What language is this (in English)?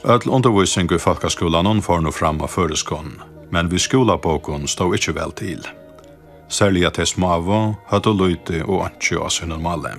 Faroese